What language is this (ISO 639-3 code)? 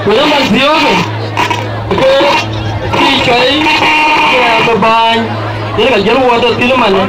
din